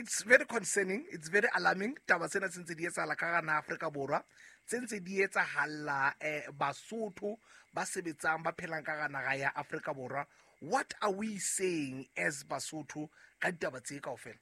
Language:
Southern Sotho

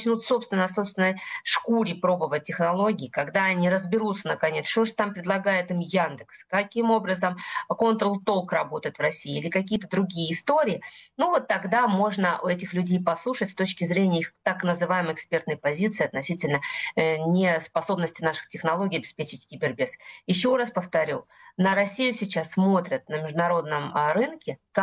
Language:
Russian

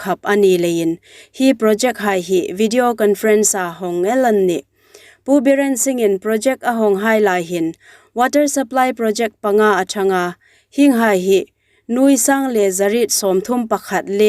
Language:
Hmar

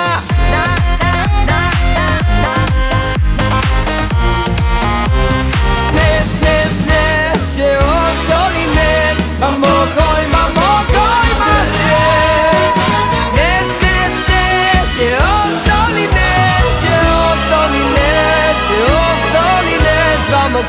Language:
Hebrew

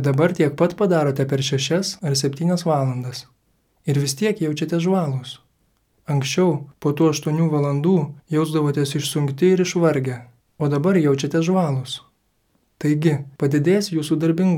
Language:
Lithuanian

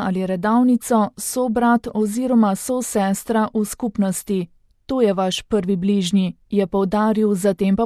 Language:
Slovenian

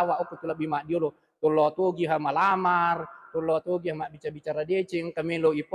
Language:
Buginese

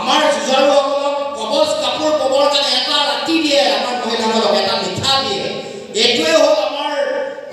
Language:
Assamese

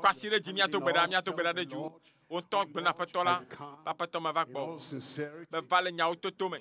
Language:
Ewe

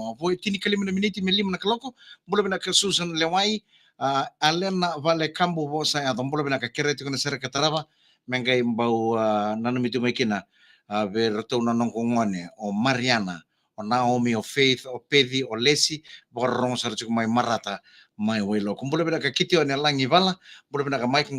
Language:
Fijian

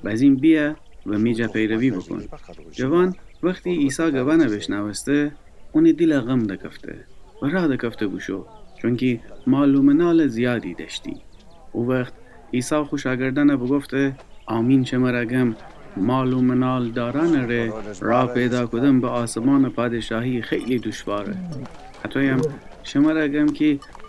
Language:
Gilaki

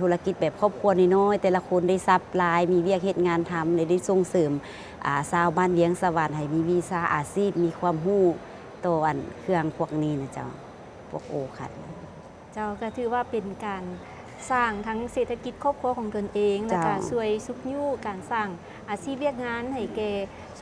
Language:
Lao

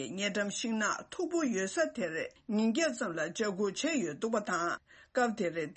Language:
Tibetan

